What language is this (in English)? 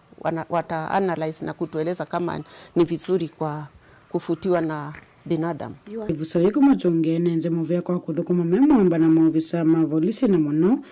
Kamba